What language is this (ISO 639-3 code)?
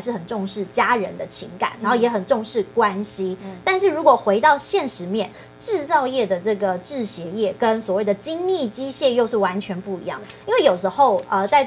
zho